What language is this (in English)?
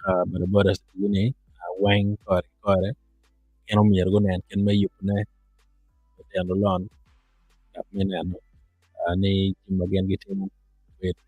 Acoli